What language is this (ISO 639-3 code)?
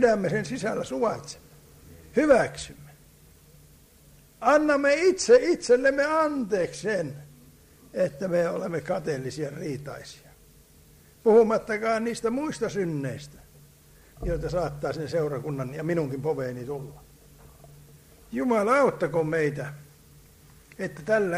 fin